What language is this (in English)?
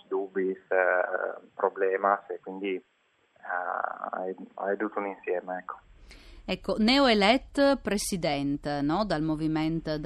Friulian